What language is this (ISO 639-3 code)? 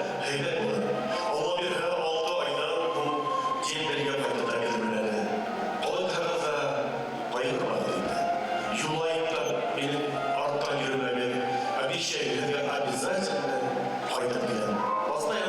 bak